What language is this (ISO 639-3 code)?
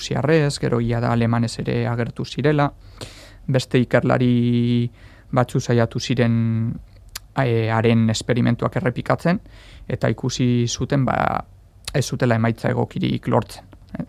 eus